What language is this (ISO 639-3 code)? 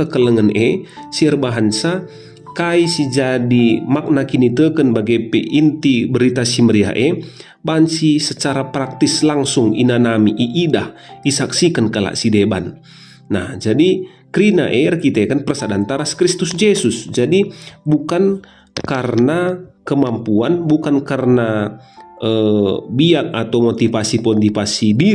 btx